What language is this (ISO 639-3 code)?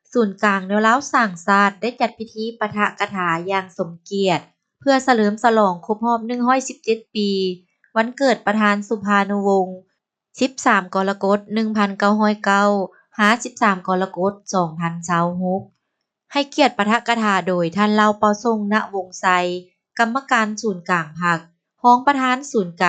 lao